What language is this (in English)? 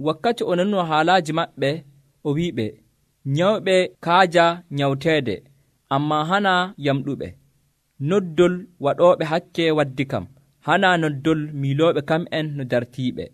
Nigerian Fulfulde